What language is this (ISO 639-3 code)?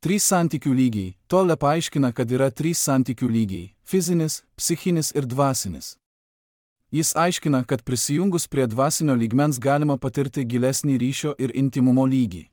lit